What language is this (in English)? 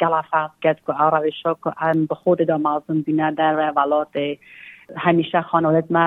Kurdish